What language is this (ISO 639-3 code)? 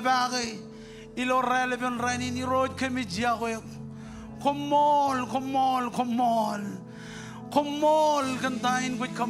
mah